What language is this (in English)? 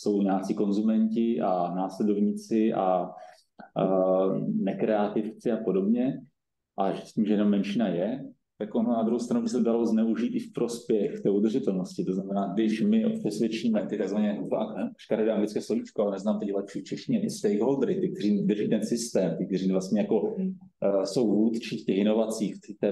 Czech